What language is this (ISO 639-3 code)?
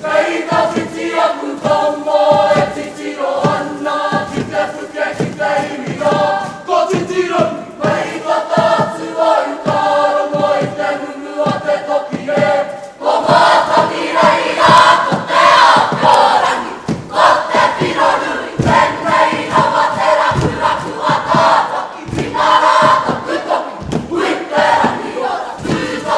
mri